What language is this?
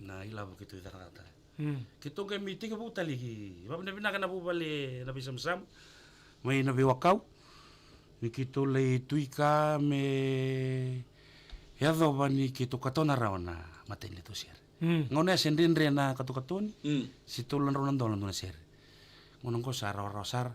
Fijian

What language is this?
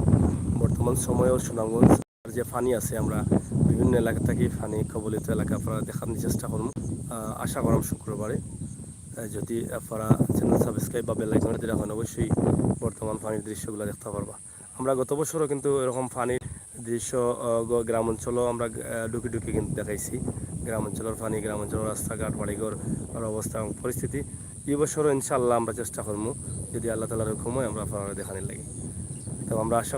Sylheti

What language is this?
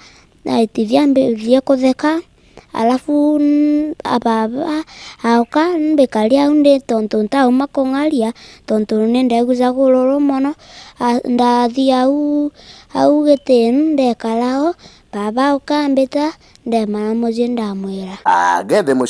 Meru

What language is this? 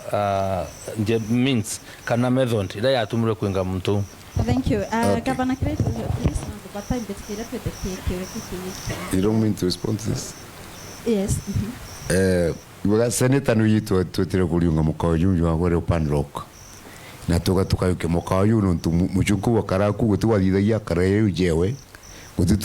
Meru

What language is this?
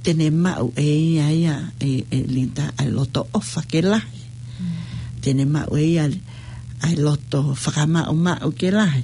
Tongan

